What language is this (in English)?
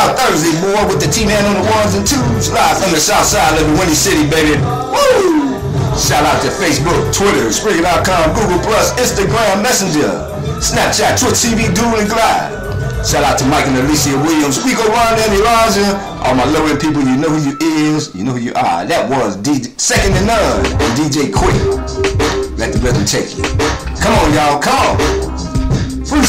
English